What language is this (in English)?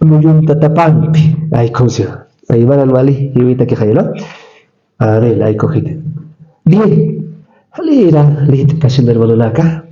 Aymara